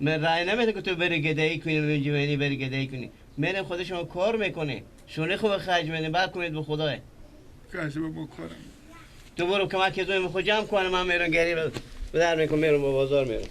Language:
Persian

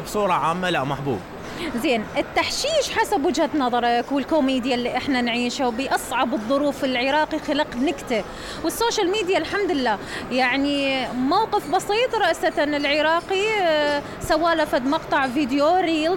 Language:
Mesopotamian Arabic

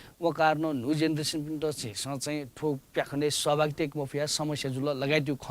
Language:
Newari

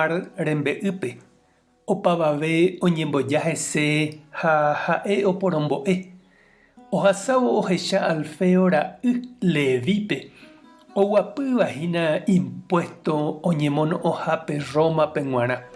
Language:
Guarani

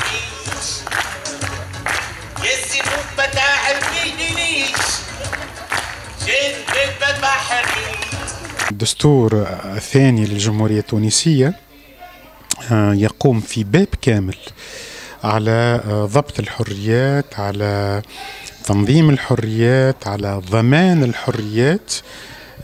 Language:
Tunisian Arabic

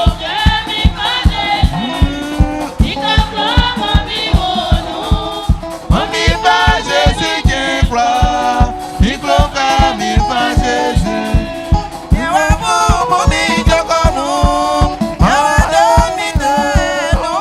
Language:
Baoulé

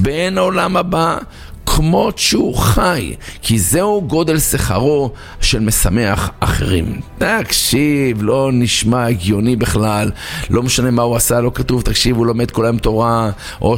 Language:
Hebrew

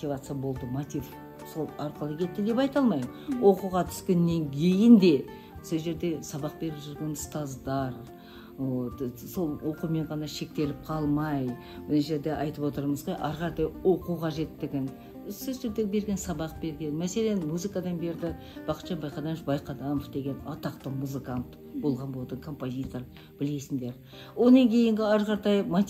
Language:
Kazakh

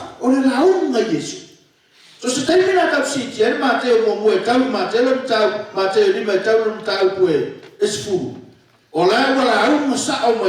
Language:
Samoan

